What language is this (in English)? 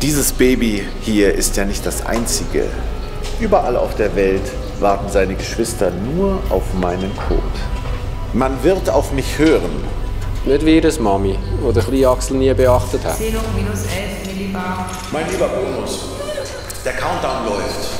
Swiss German